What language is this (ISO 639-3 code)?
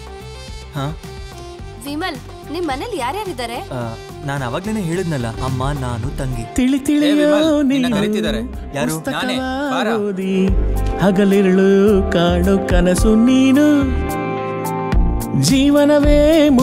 kan